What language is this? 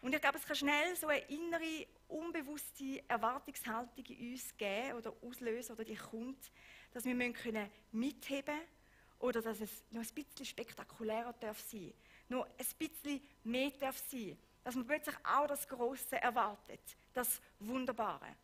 Swiss German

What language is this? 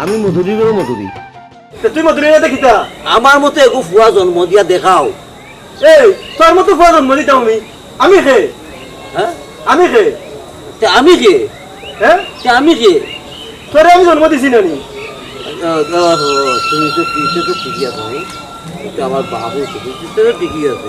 Sylheti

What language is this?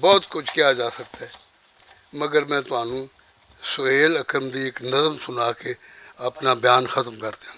Western Panjabi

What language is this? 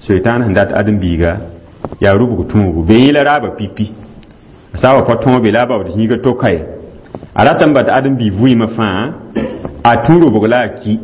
Mossi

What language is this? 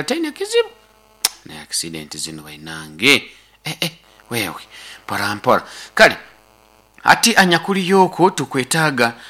Nyoro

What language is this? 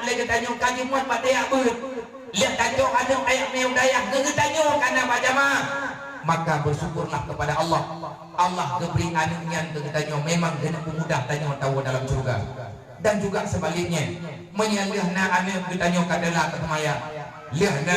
Achinese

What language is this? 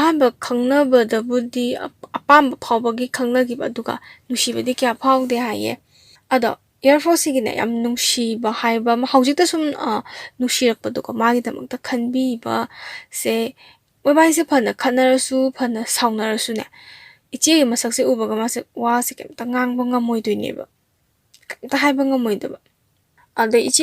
Manipuri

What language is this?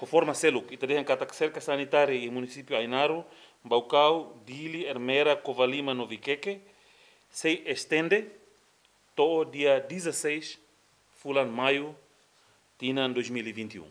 Tetum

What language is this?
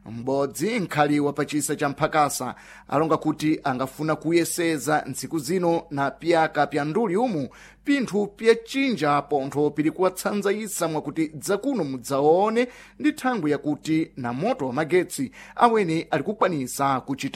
Sena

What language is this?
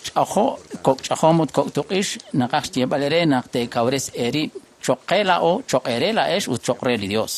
Kekchí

